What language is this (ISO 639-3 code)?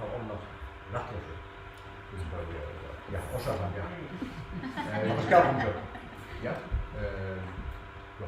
fao